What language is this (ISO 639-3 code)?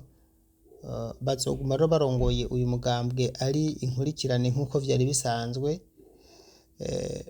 run